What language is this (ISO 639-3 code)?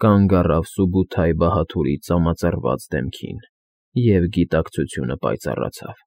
hye